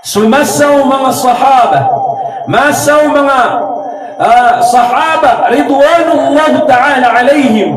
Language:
Maranao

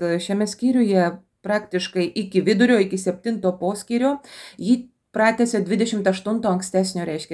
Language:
Lithuanian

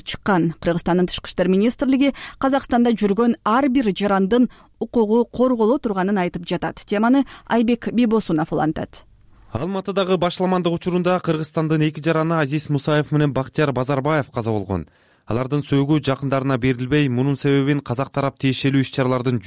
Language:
Kyrgyz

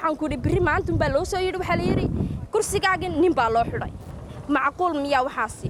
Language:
Somali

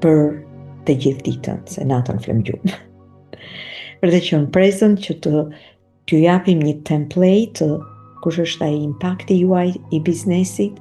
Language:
Albanian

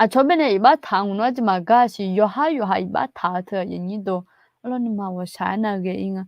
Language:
Akha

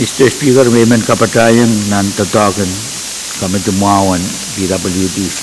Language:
Pohnpeian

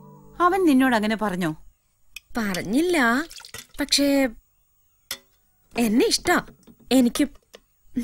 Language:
Malayalam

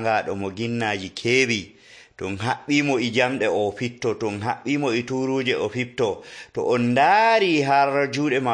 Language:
Nigerian Fulfulde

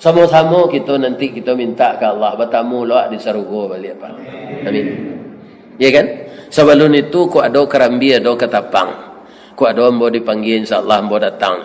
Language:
Minangkabau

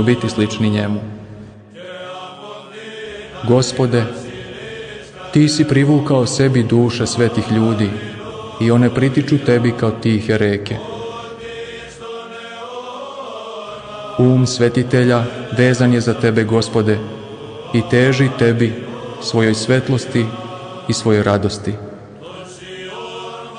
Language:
Serbian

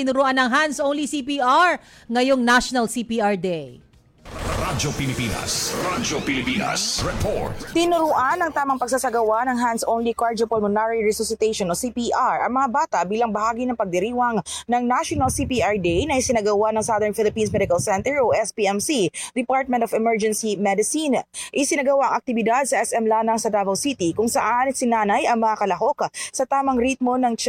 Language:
Filipino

